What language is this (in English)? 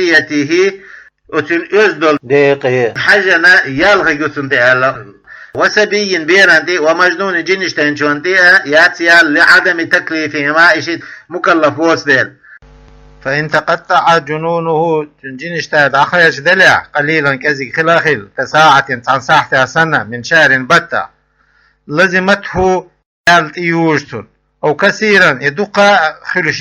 Chechen